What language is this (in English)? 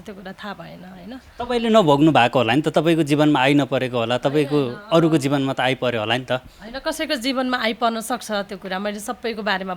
Nepali